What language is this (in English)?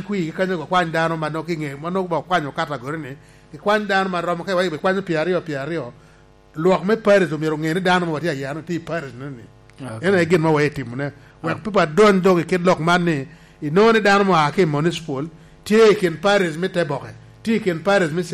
Lango (Uganda)